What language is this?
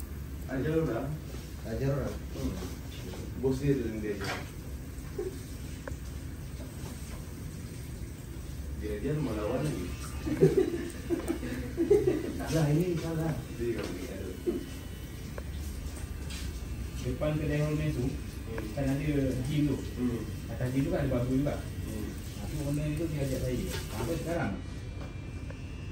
Malay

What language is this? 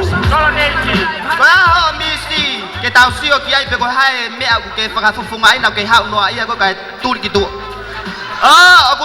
Tongan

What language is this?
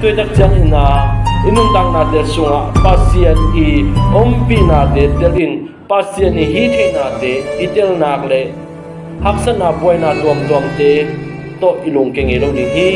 Tedim Chin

